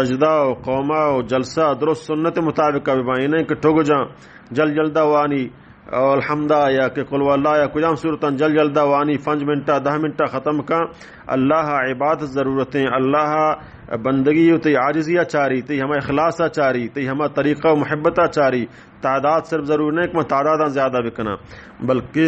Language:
Baluchi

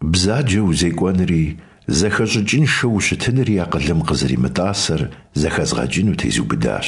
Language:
Kabardian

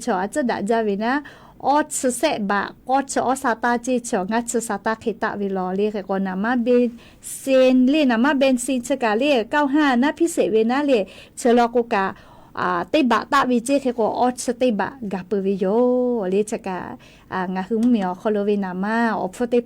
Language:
Lahu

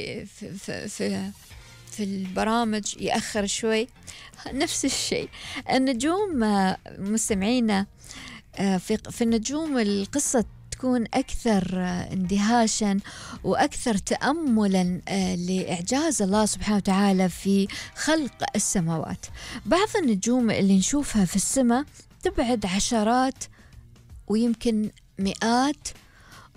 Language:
Gulf Arabic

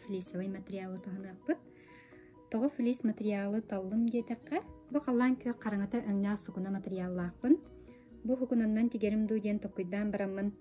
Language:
Yakut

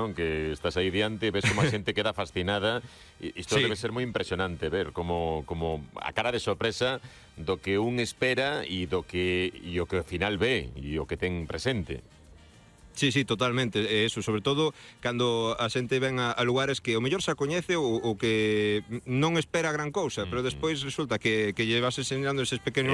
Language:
Galician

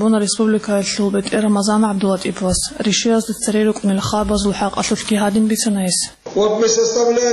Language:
Avaric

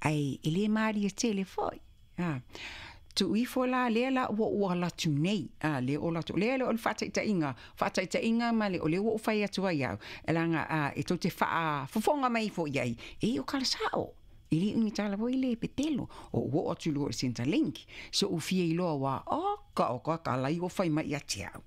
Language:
Samoan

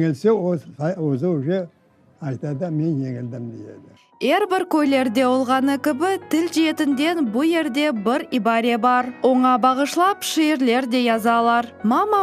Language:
Crimean Tatar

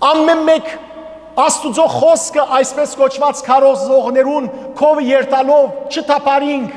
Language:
Western Armenian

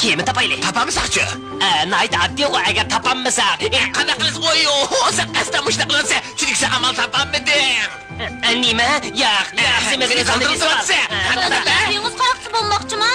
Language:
Uyghur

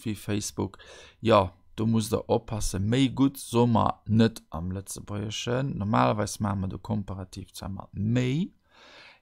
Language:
Luxembourgish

